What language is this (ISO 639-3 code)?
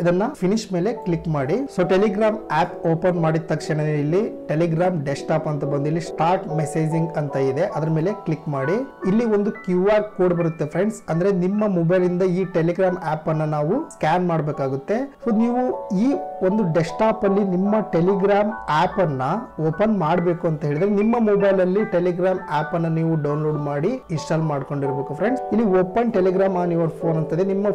kan